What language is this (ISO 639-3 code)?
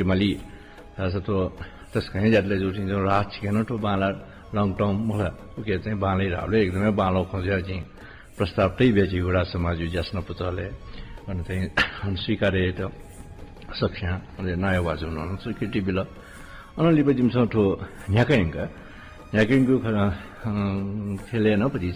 new